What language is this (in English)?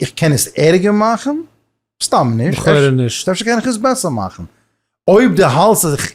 Yiddish